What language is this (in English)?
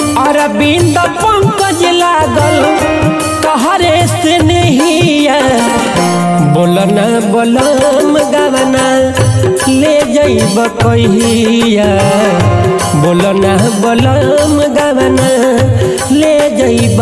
Bhojpuri